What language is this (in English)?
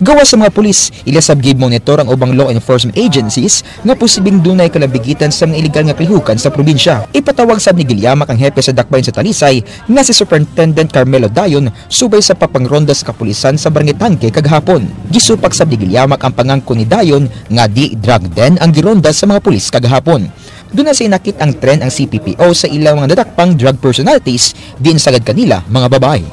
Cebuano